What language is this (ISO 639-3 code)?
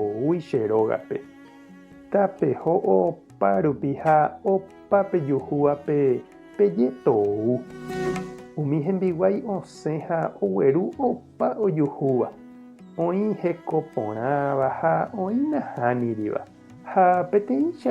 grn